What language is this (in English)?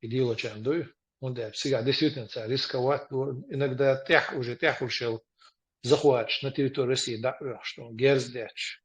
Chechen